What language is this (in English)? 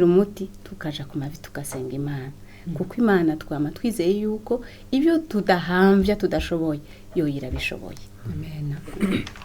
Rundi